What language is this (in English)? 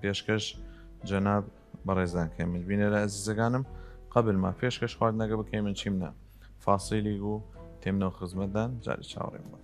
Southern Kurdish